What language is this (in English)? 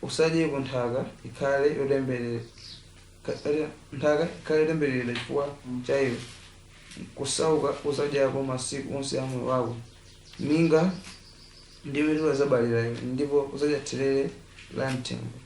Nyanja